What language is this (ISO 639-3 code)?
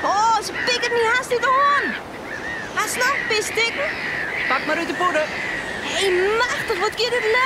fry